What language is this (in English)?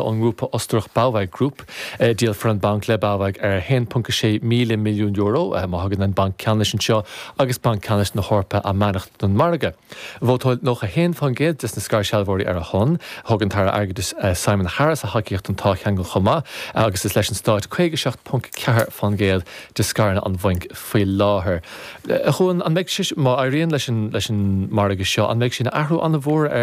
Irish